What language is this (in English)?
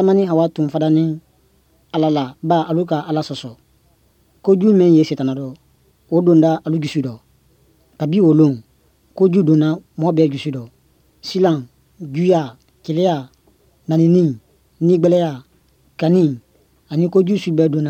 Bambara